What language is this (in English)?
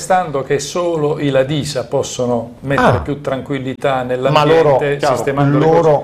Italian